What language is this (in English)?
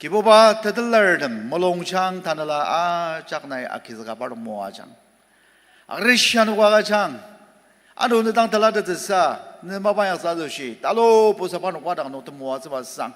Ao Naga